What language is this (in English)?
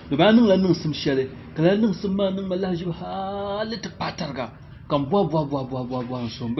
Dagbani